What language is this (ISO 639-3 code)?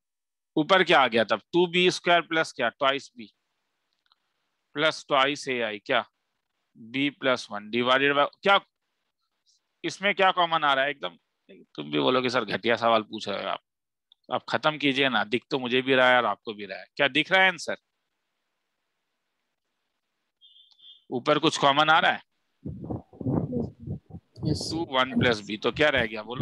hin